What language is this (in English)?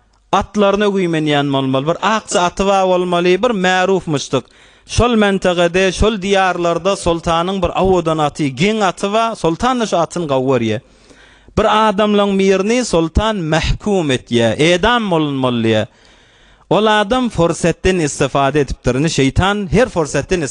Turkmen